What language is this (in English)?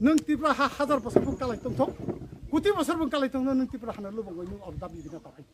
Kok Borok